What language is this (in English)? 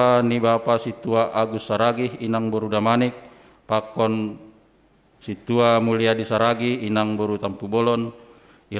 Batak Simalungun